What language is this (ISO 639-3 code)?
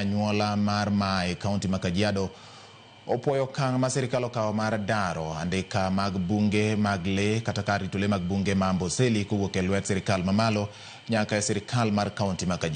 luo